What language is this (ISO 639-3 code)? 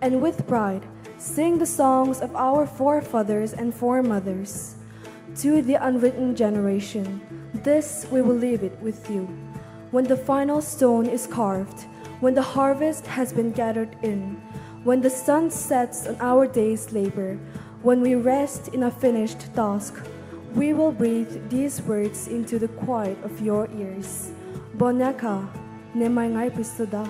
pmx